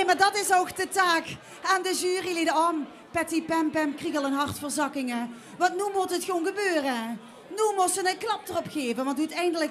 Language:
Limburgish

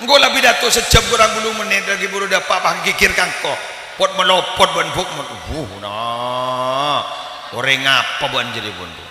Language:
Madurese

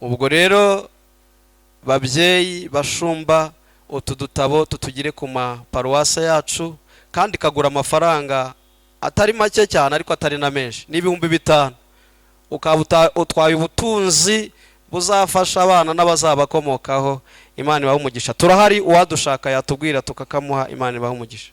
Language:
Kinyarwanda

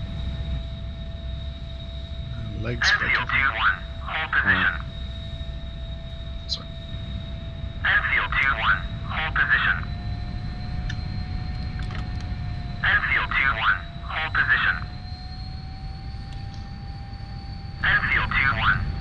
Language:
Swedish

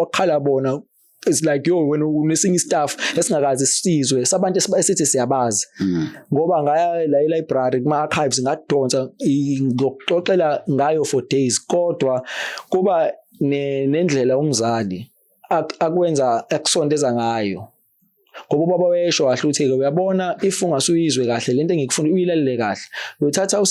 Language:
Zulu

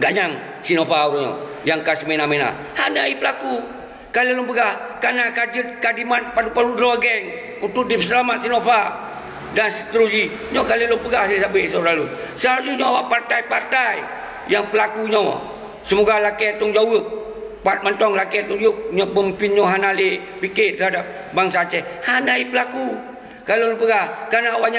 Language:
Achinese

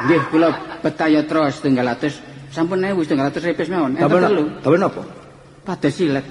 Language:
Javanese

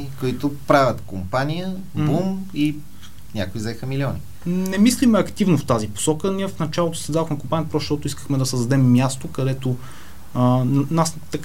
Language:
Bulgarian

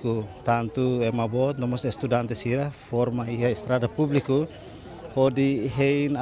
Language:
Tetum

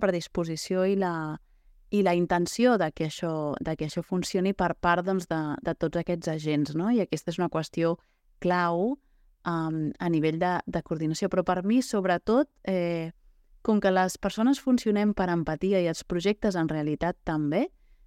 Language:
Catalan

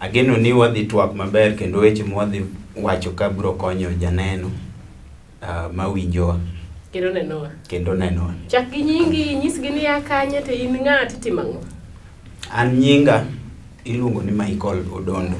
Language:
Luo (Kenya and Tanzania)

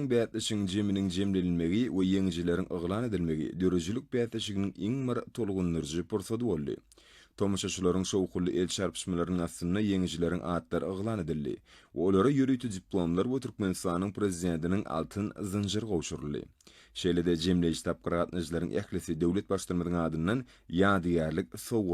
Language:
Turkmen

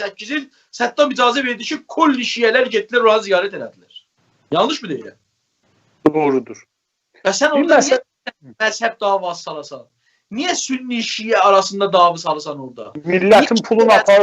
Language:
South Azerbaijani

